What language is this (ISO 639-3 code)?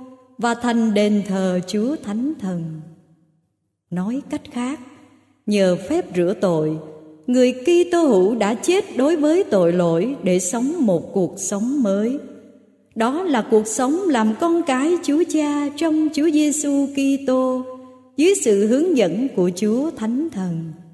vie